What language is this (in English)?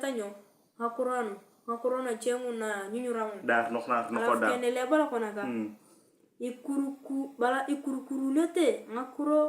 Turkana